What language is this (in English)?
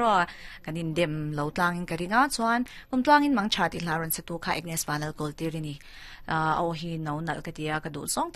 Thai